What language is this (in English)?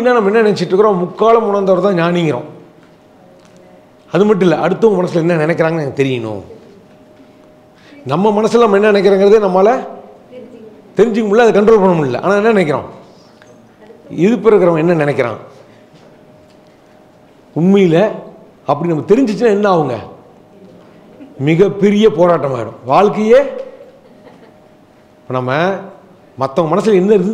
Tamil